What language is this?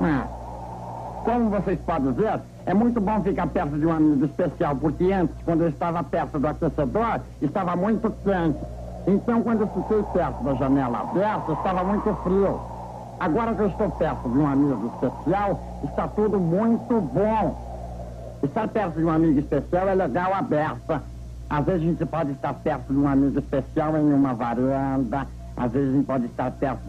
Portuguese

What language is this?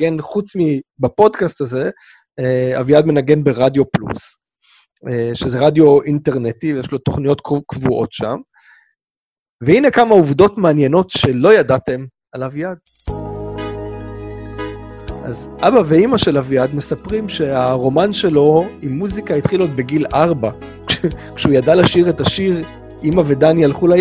Hebrew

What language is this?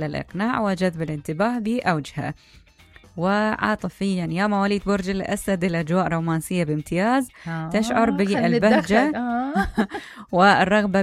Mesopotamian Arabic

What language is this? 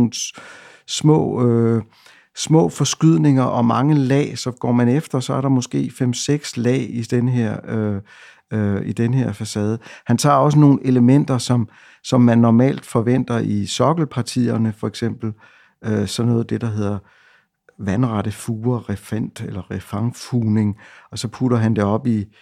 Danish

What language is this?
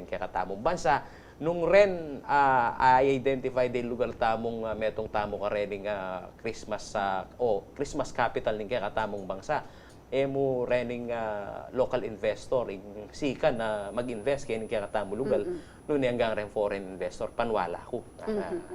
Pampanga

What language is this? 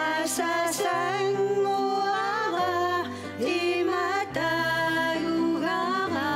Kalaallisut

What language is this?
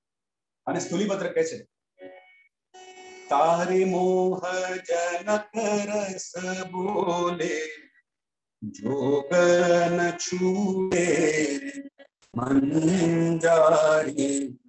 Gujarati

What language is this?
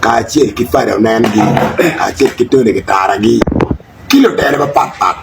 Acoli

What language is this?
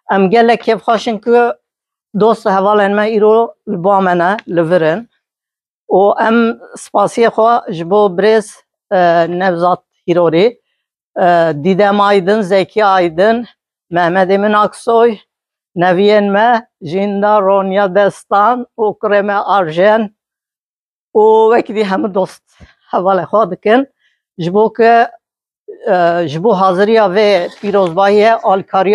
Kurdish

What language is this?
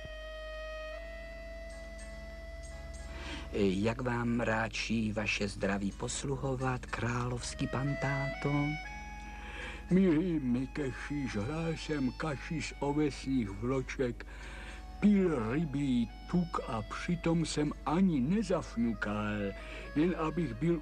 Czech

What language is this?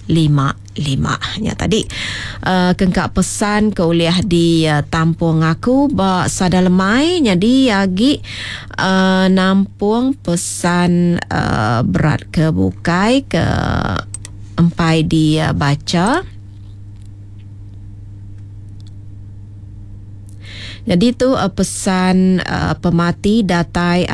Iban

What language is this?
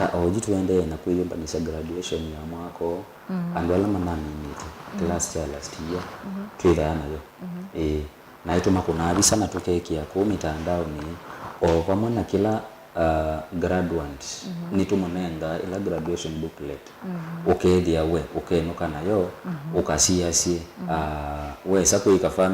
Kamba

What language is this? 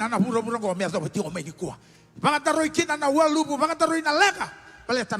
Fijian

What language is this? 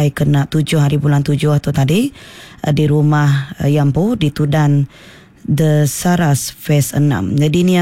Iban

